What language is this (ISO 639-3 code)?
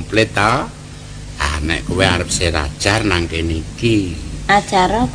jav